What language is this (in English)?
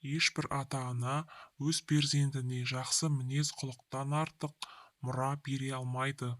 Kazakh